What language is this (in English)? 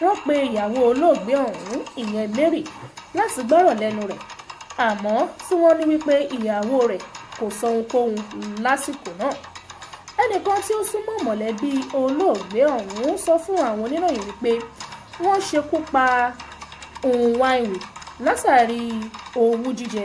Yoruba